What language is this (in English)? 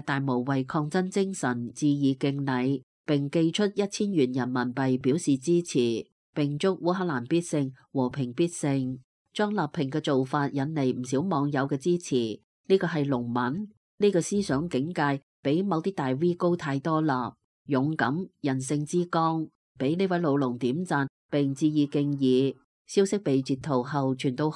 Cantonese